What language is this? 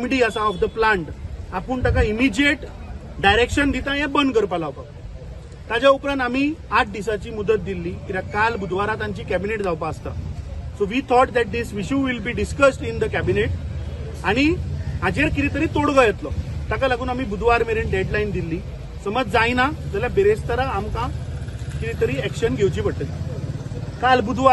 Konkani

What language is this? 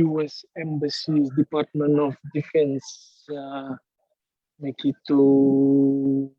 Fijian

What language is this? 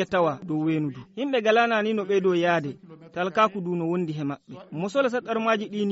Fula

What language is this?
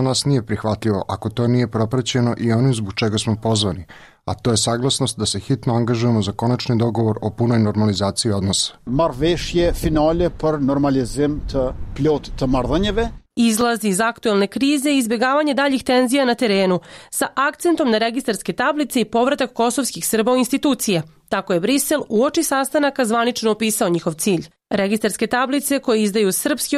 Bosnian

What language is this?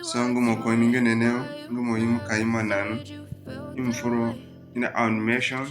Zarma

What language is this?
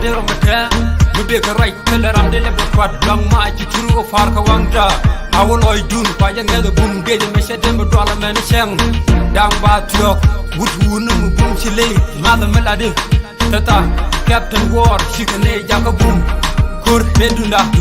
Nuer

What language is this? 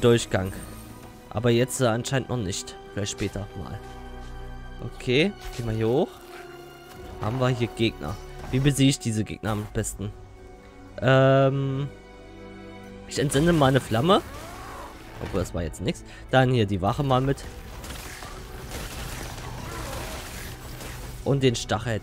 German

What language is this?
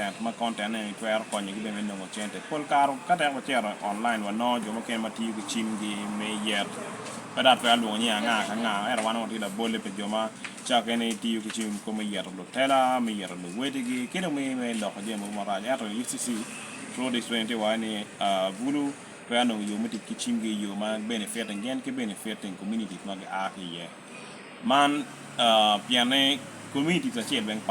Lango (Uganda)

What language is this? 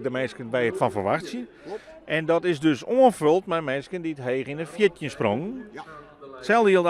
Western Frisian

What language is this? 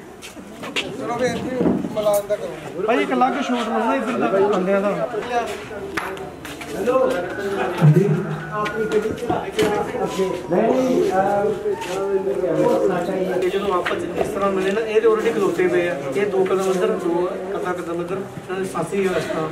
Punjabi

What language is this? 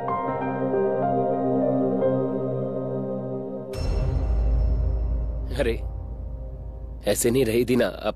Bhojpuri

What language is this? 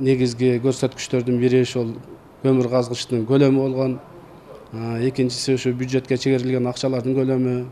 Kyrgyz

